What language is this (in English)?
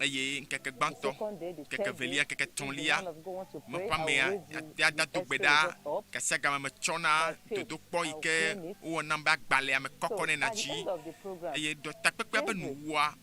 Ewe